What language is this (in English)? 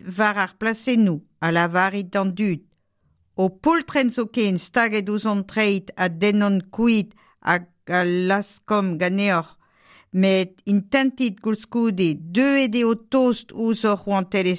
Breton